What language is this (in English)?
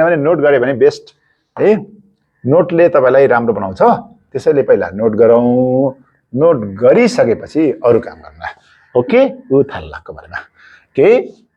Nepali